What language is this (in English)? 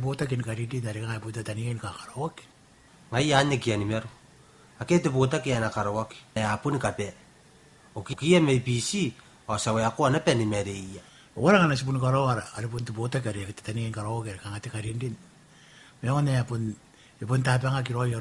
Gilbertese